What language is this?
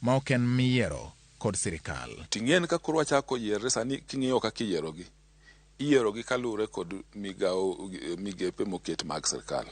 Luo (Kenya and Tanzania)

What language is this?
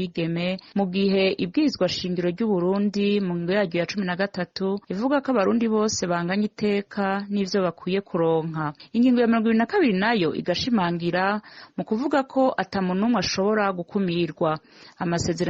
Rundi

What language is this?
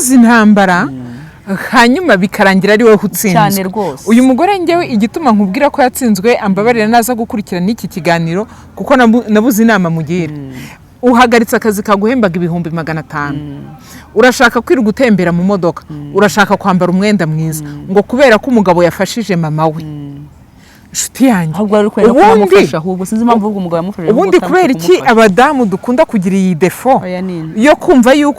Kinyarwanda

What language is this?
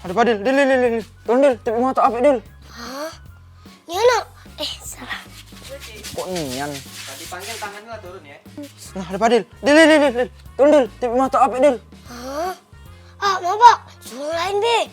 Musi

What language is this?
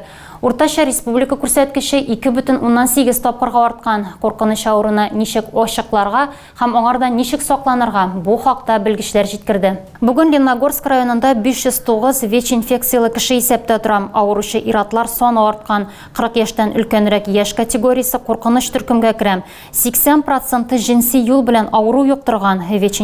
Tatar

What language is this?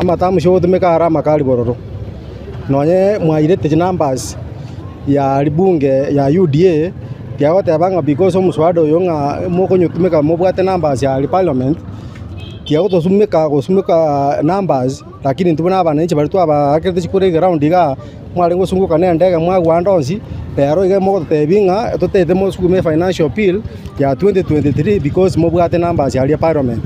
Gusii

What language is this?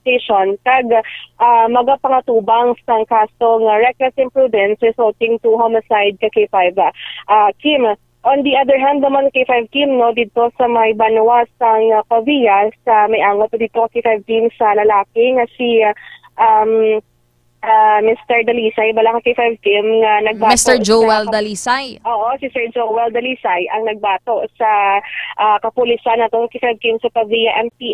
Hiligaynon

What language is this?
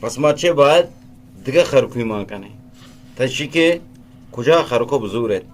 Eastern Balochi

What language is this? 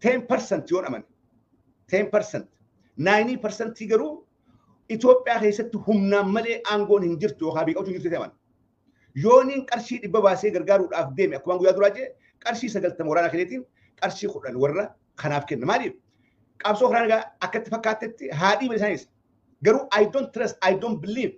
Oromo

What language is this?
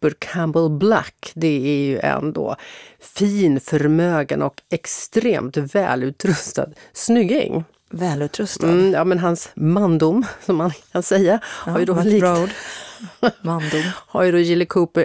Swedish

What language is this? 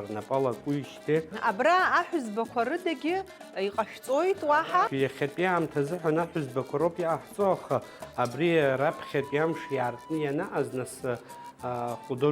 Abkhazian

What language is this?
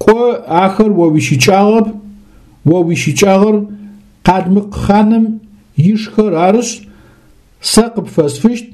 Adyghe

